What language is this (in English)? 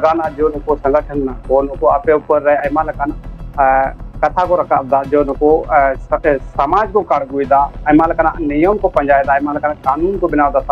Santali